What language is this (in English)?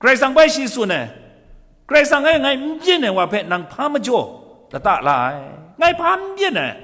Kachin